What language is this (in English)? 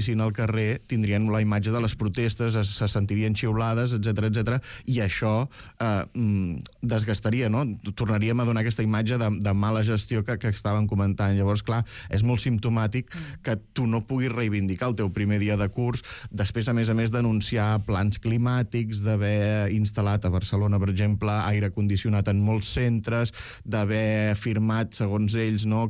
Catalan